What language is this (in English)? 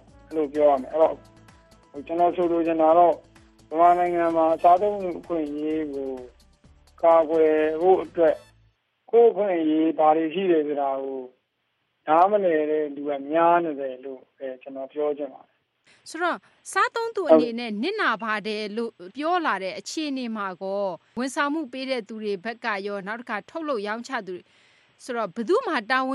Burmese